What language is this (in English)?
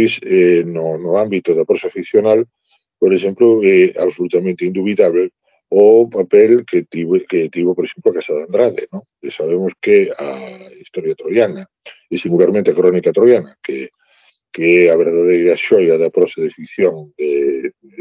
Galician